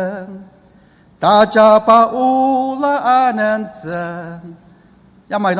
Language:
Ao Naga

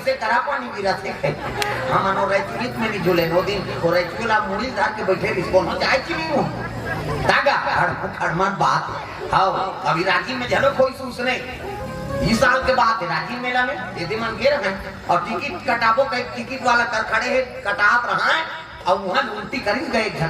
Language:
Chhattisgarhi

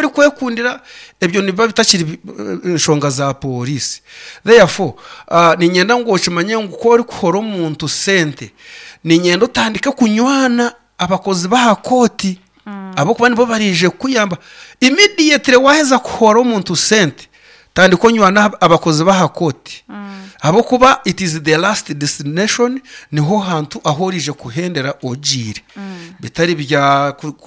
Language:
Nyankole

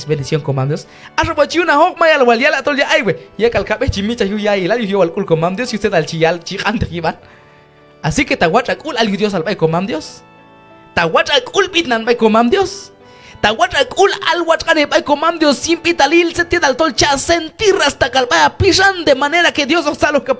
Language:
Q'anjob'al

